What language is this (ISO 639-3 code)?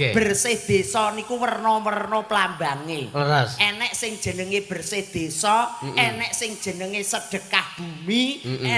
jav